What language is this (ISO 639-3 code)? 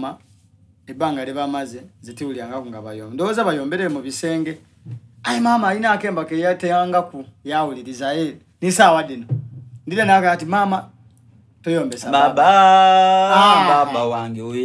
xog